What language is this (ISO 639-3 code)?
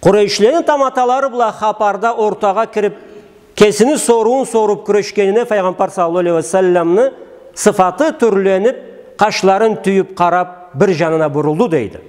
krc